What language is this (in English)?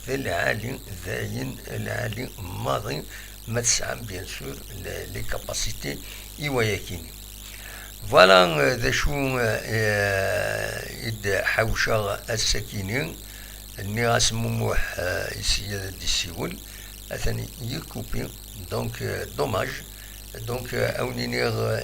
Kabyle